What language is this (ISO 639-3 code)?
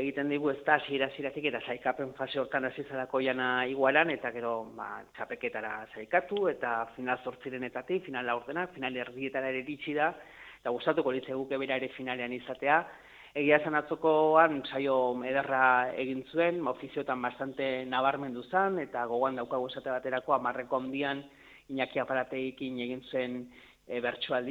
eus